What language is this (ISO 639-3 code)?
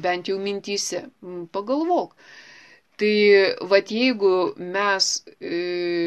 lit